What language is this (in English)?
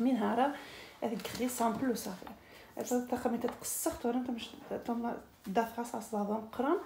Algerian Arabic